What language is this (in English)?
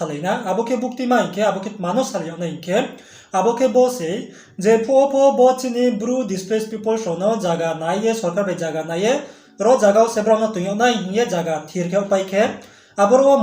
Riang (India)